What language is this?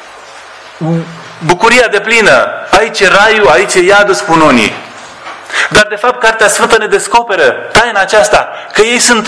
Romanian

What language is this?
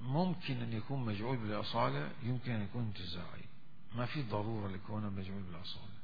Mesopotamian Arabic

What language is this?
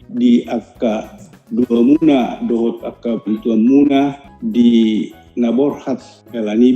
Batak Toba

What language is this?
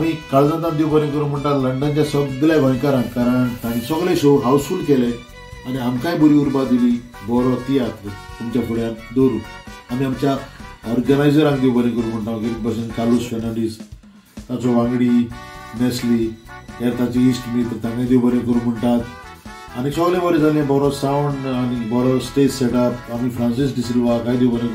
Konkani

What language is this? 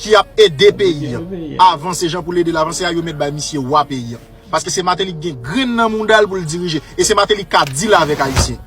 Haitian Creole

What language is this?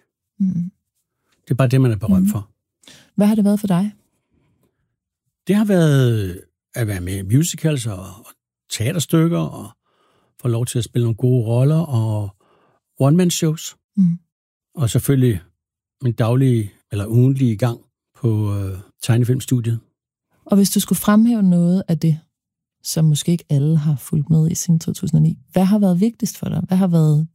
Danish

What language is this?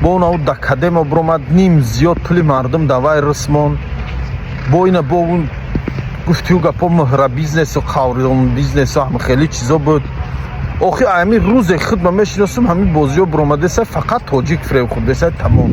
Tajik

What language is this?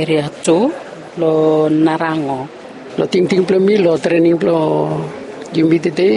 Bislama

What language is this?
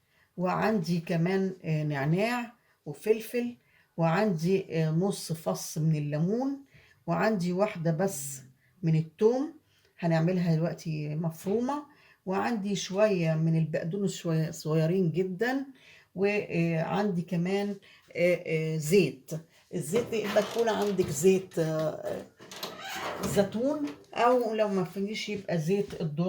Egyptian Arabic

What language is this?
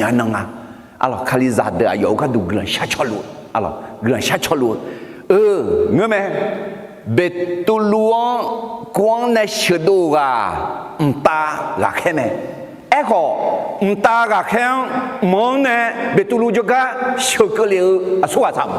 Akha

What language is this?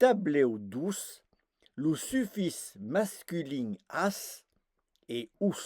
Occitan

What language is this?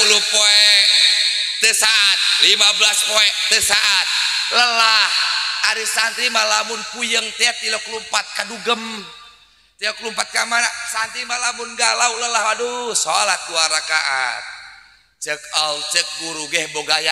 Sundanese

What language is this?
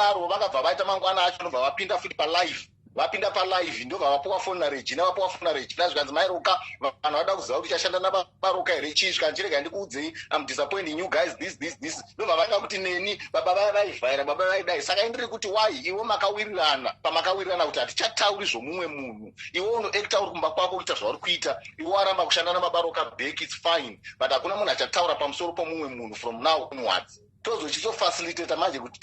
Shona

